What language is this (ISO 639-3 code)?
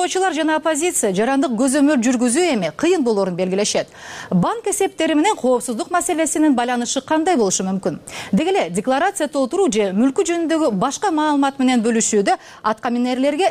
kir